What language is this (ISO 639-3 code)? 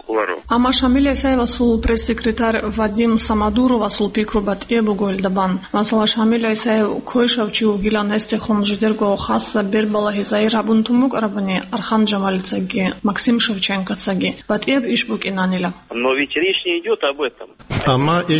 ava